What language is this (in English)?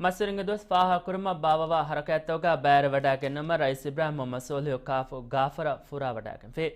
Divehi